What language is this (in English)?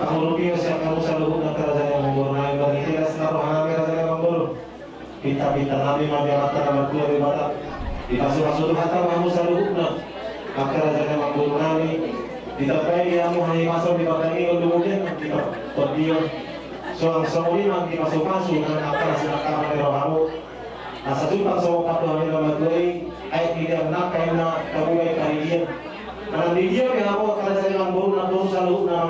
Batak Toba